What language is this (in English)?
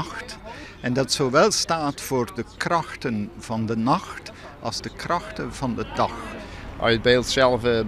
Western Frisian